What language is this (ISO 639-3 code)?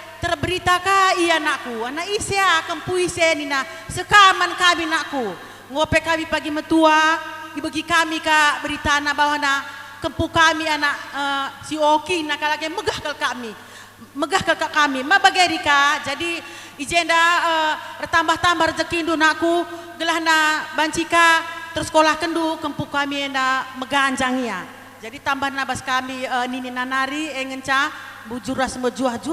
btx